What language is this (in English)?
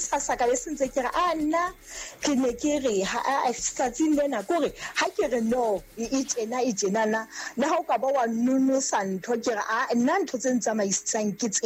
Southern Sotho